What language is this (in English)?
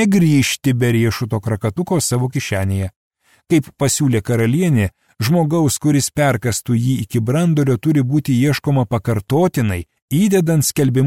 Lithuanian